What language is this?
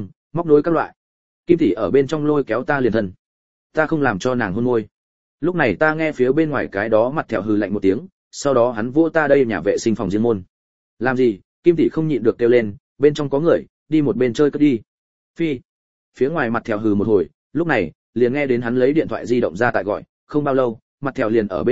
Vietnamese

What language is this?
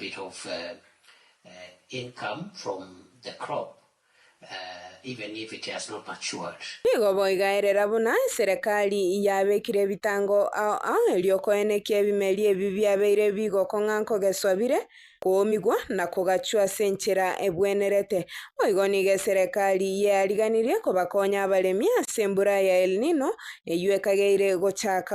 Gusii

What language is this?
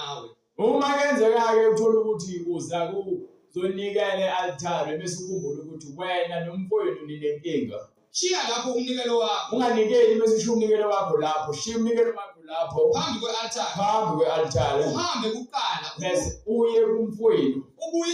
Zulu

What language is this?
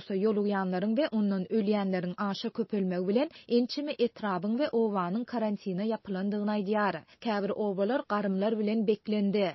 Turkmen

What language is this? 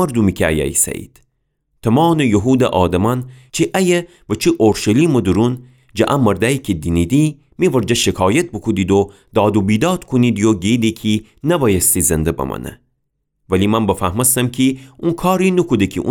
Gilaki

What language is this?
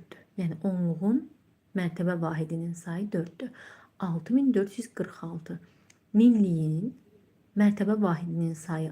Azerbaijani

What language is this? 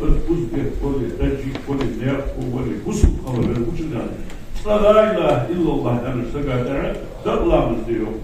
Ingush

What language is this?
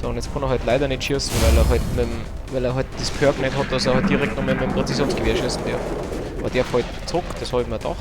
Bavarian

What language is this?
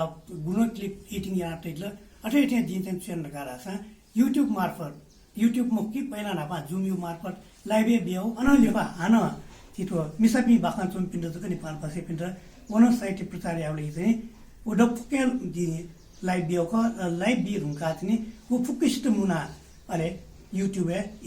Newari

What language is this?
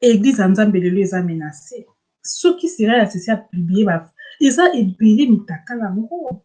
Lingala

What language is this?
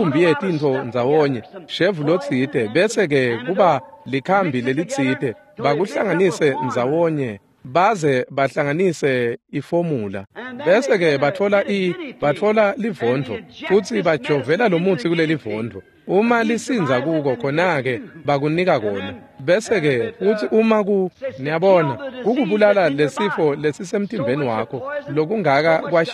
Swati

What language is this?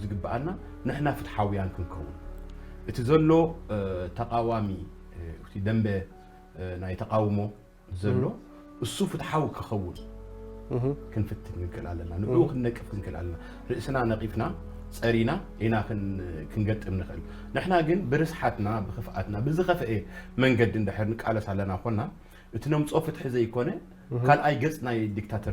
Tigrinya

